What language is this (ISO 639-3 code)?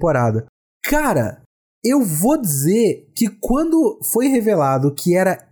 por